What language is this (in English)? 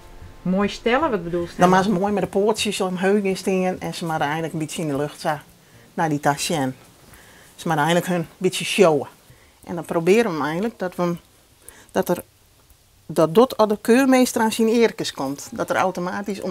Western Frisian